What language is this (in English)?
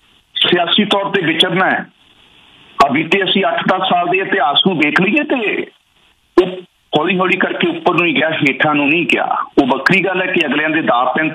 Punjabi